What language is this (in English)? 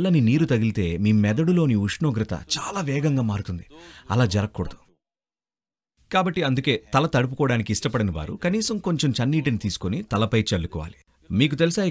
Telugu